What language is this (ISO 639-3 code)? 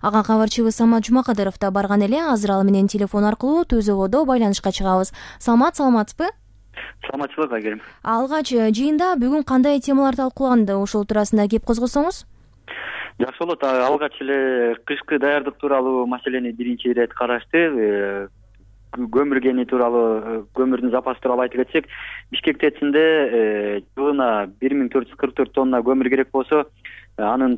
kir